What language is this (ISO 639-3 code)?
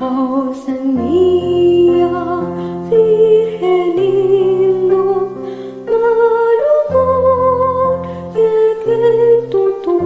pam